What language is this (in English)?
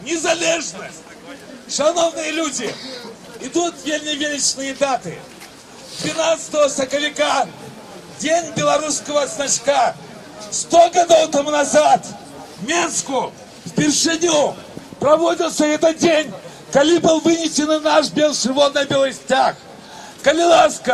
Belarusian